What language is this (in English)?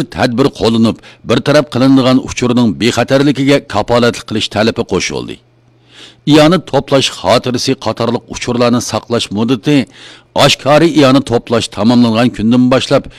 Uyghur